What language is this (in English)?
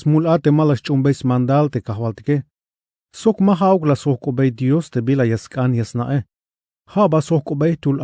Tzeltal